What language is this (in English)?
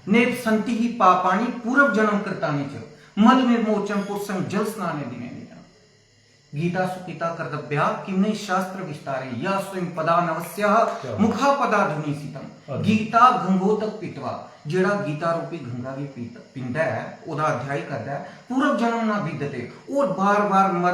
Dogri